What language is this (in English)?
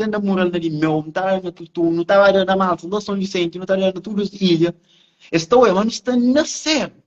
Kabuverdianu